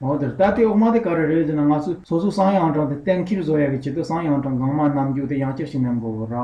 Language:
Tibetan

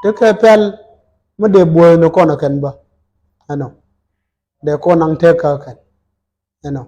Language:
Nuer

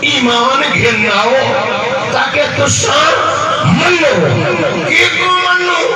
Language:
Saraiki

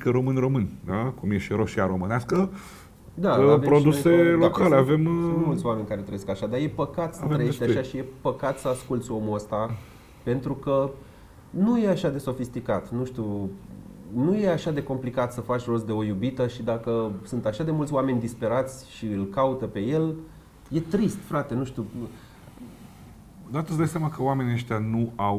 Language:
Romanian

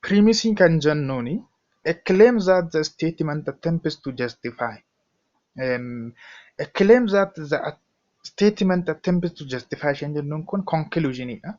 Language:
Oromo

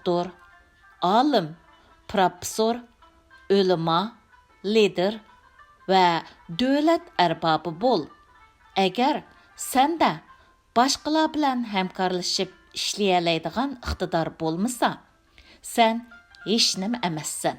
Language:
Uyghur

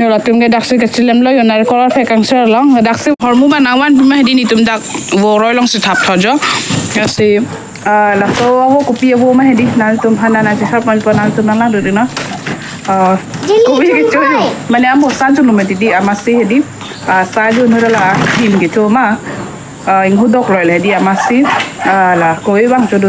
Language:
Karbi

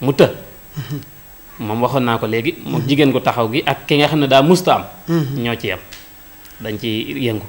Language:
Wolof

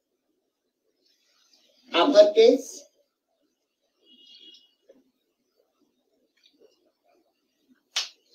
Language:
Bangla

